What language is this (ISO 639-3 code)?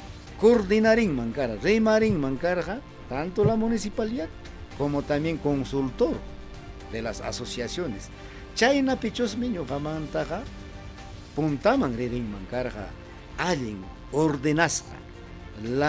quy